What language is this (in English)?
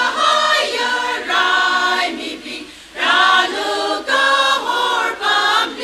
Tangkhul Naga (India)